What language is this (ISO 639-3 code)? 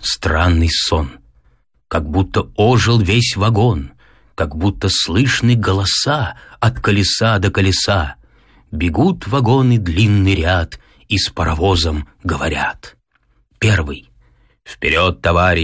rus